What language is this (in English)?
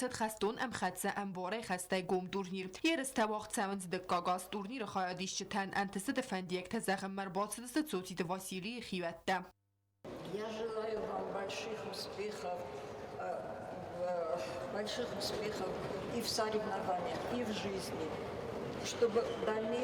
Ossetic